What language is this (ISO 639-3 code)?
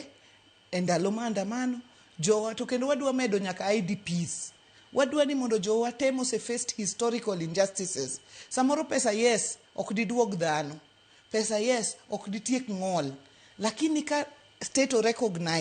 luo